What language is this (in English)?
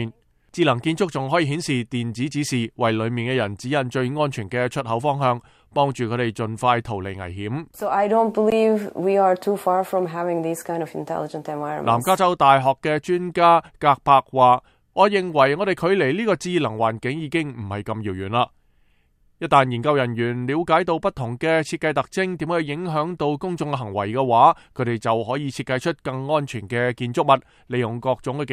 Cantonese